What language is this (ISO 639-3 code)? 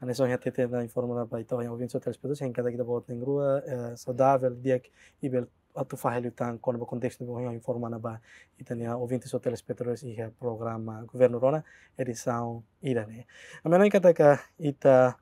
tet